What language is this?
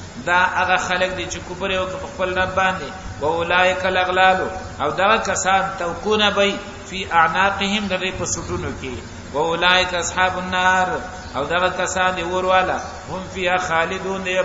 Pashto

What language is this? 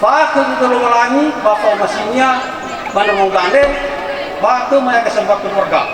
Nias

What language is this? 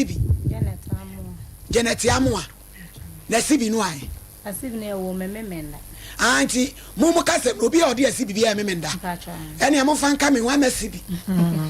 Akan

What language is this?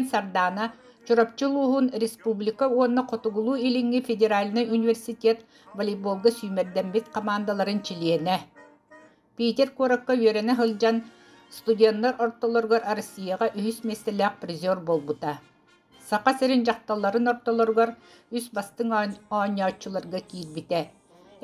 Yakut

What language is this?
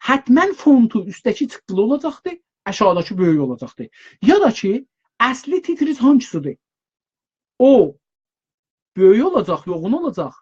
South Azerbaijani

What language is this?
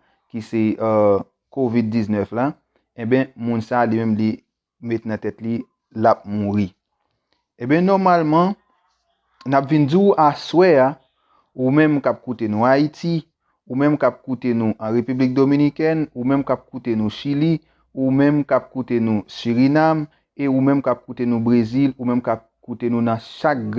Haitian Creole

